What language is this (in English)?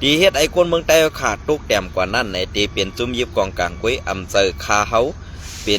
Shan